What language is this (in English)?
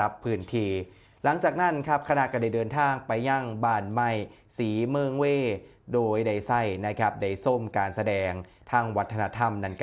Northeastern Thai